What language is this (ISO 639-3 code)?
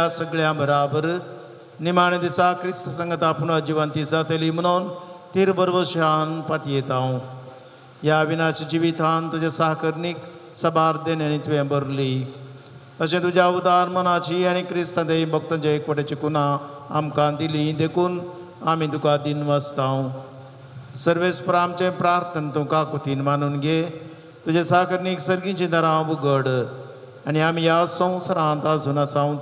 kok